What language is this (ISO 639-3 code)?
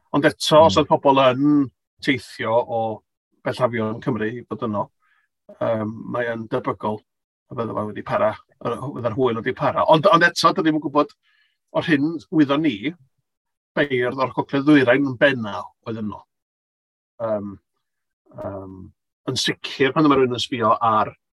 cym